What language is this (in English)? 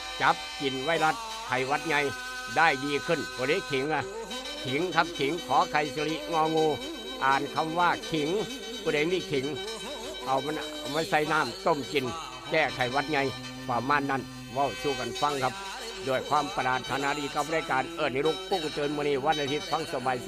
Northeastern Thai